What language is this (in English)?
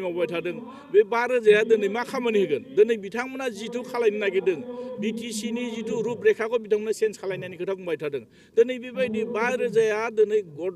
Bodo